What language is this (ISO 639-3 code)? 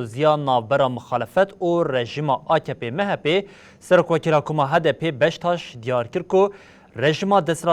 kur